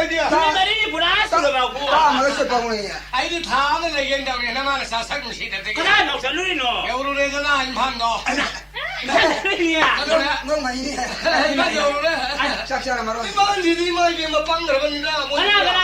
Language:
Manipuri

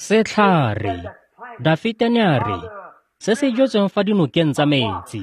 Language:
Tswana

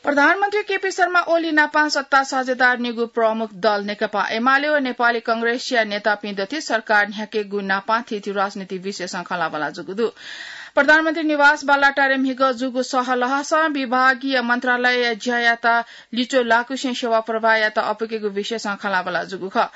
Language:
Newari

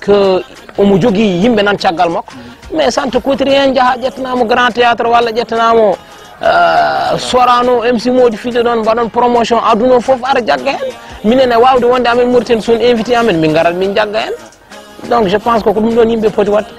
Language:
Fula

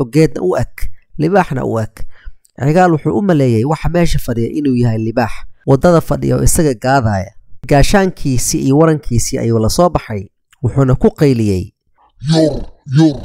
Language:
Somali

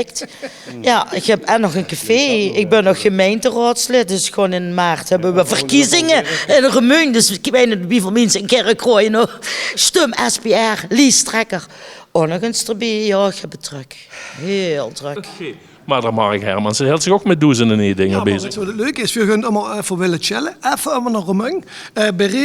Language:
Limburgish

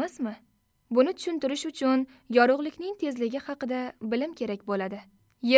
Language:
Uzbek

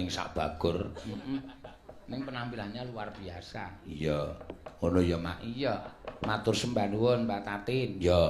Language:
Javanese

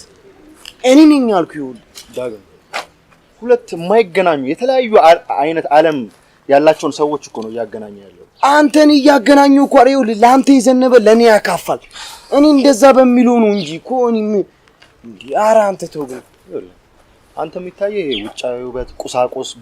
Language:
Amharic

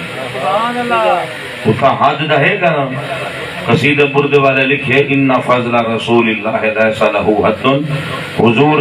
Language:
Saraiki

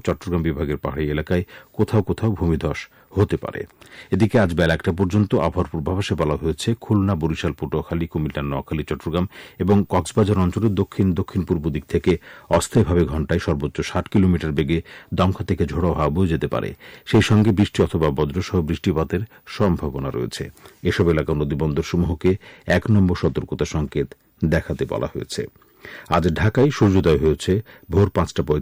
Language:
Bangla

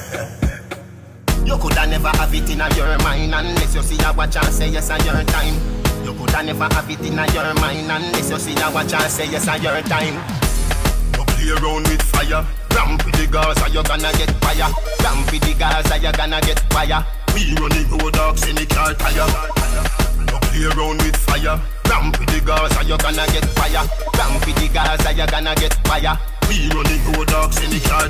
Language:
Jamaican Creole English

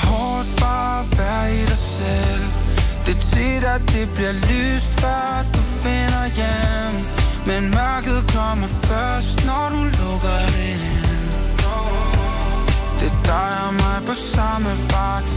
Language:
Danish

